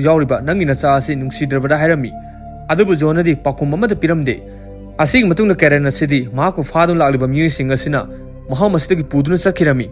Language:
Manipuri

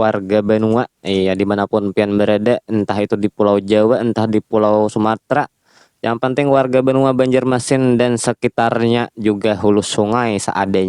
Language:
Banjar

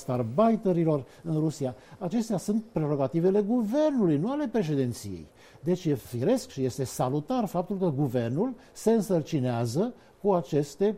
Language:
Romanian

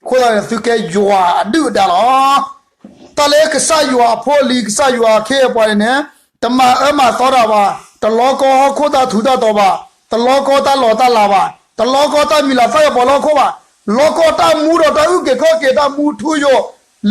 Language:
S'gaw Karen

